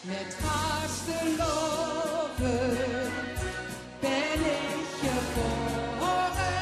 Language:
Limburgish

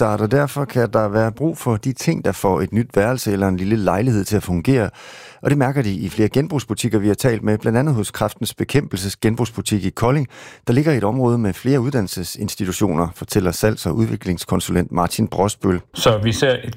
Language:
Danish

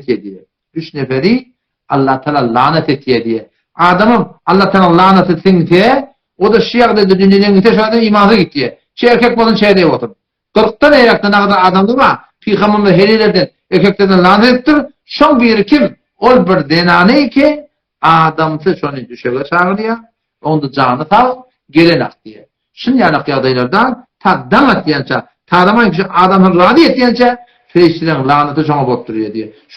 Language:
Turkmen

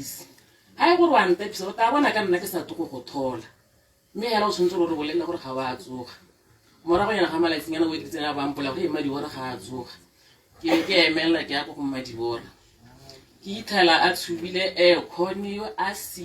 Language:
Tswana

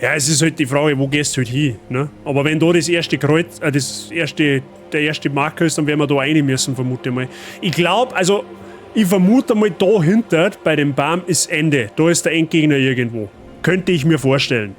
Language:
Bavarian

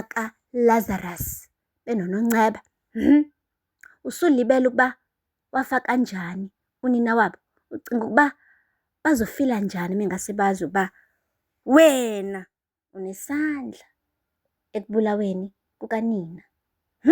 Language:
Zulu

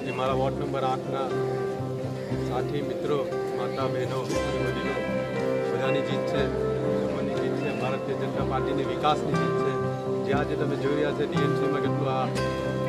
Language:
Gujarati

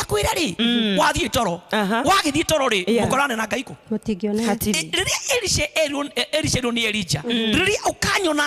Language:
Kikuyu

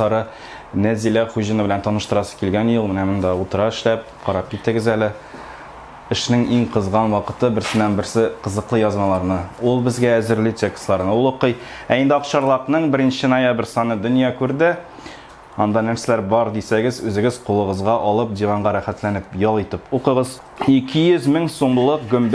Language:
Tatar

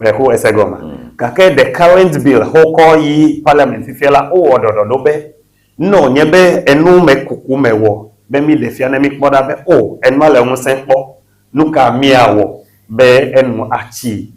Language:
Ewe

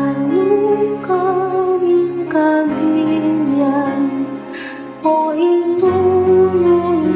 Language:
Pampanga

